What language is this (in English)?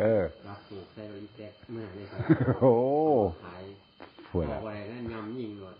Northeastern Thai